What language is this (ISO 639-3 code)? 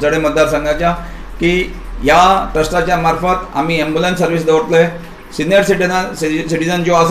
kok